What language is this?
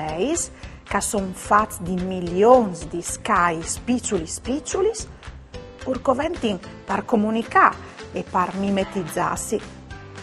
Friulian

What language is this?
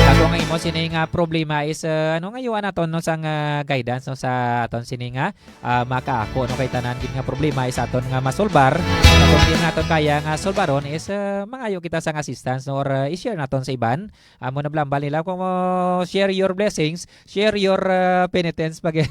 Hiligaynon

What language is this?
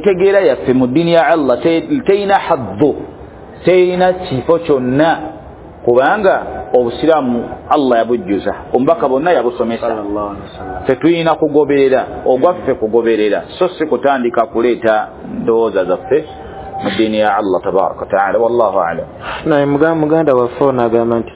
Ganda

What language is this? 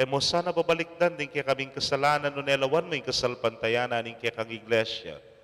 Pampanga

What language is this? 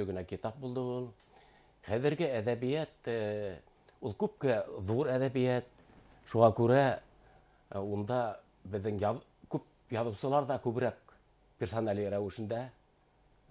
Bashkir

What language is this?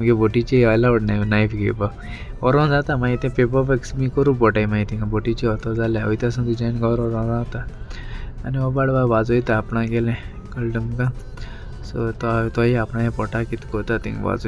Konkani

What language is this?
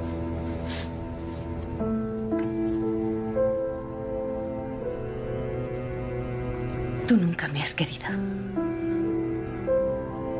Spanish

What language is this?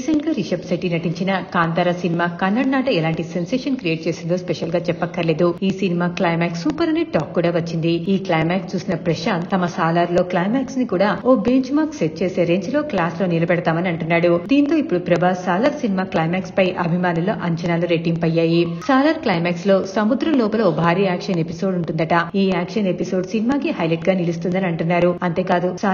Telugu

